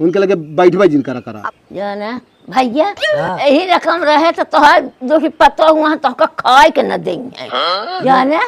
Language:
Awadhi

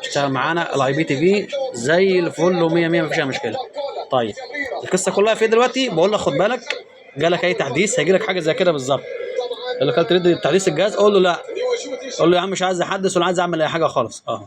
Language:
Egyptian Arabic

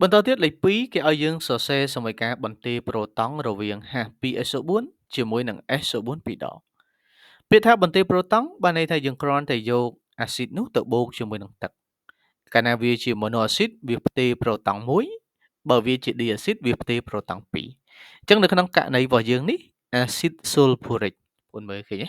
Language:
Khmer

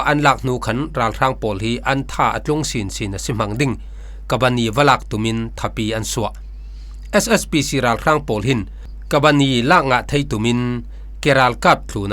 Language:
Falam Chin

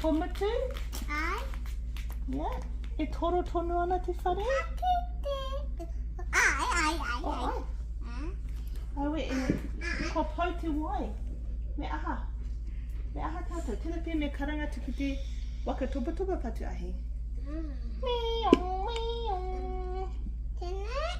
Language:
Māori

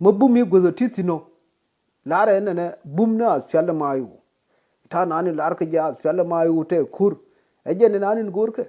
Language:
Nuer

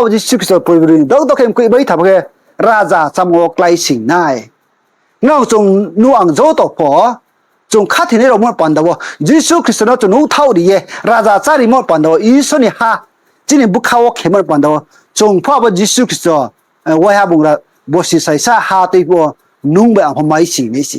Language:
Riang (India)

